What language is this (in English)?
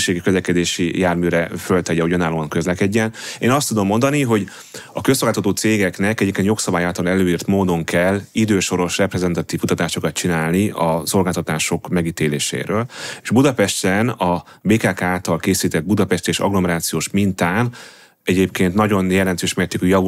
Hungarian